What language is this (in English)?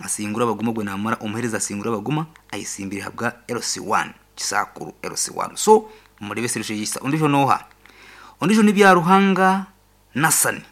Nyankole